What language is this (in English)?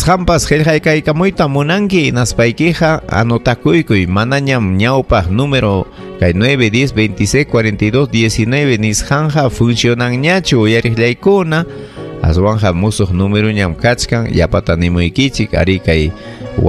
Ayacucho Quechua